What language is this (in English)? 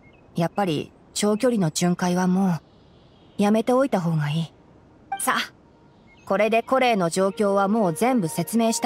Japanese